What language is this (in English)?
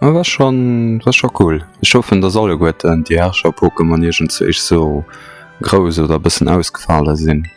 Luxembourgish